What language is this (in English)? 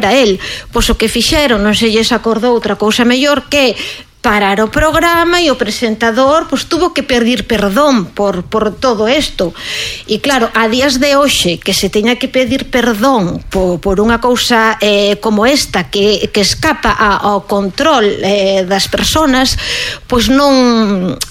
Galician